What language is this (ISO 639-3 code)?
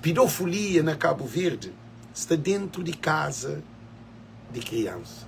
kea